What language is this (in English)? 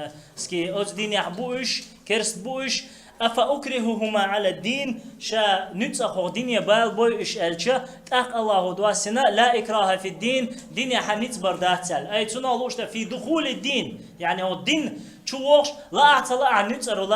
Chechen